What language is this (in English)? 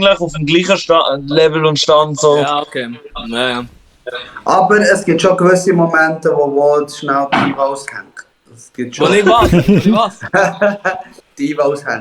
Swiss German